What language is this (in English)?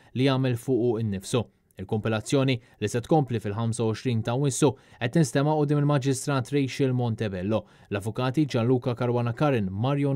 Maltese